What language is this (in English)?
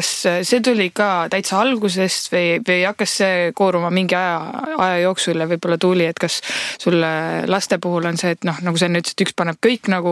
Estonian